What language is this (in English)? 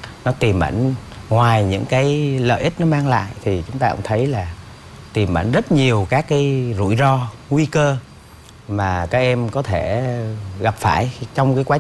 Vietnamese